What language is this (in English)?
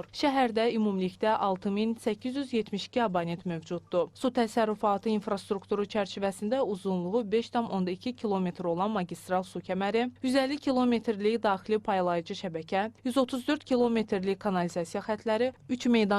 Azerbaijani